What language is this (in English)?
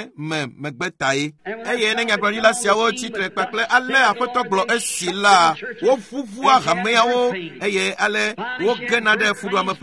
Ewe